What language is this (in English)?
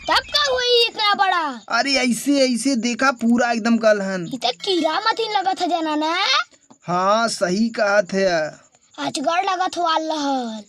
Awadhi